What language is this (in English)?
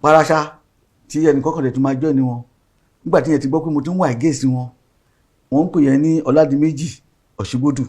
Yoruba